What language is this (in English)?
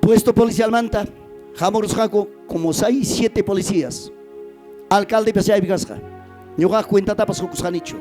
Ayacucho Quechua